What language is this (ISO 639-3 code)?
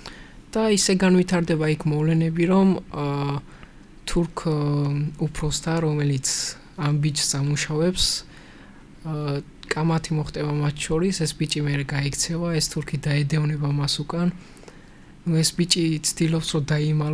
kat